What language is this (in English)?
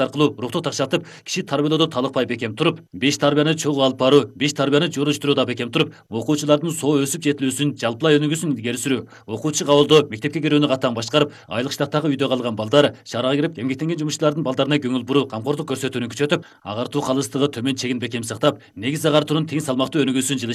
Kyrgyz